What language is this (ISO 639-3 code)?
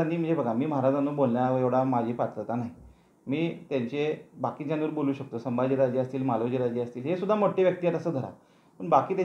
mar